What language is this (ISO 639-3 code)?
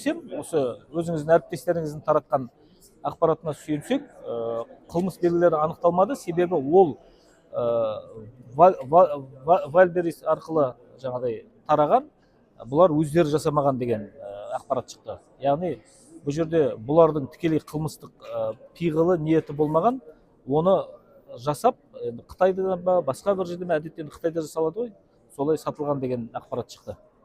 kaz